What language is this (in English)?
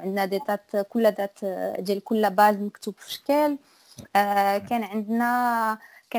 Moroccan Arabic